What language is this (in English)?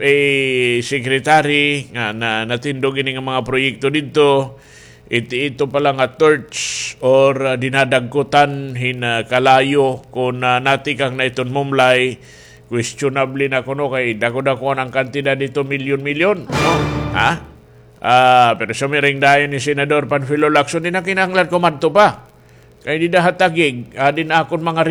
Waray